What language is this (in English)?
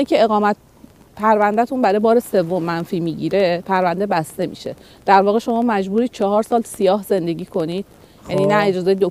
Persian